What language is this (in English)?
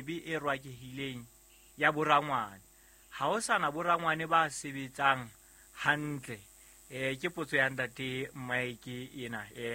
Southern Sotho